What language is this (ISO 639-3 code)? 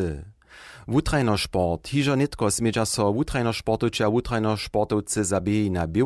hsb